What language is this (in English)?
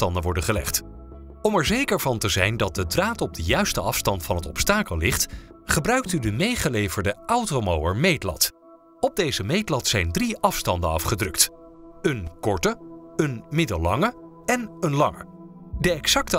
Dutch